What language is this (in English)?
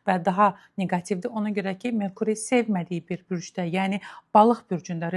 Azerbaijani